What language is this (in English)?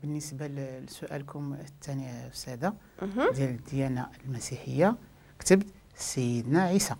Moroccan Arabic